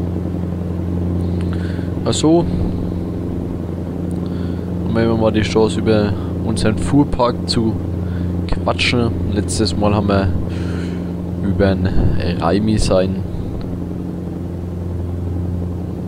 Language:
German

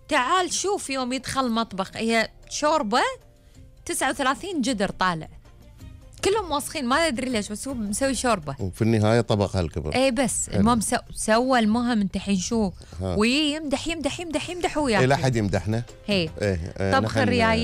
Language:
Gulf Arabic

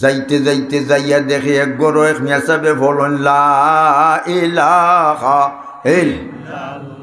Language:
Sylheti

